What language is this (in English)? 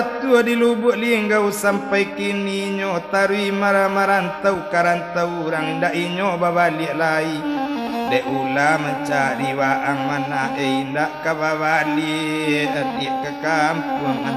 Minangkabau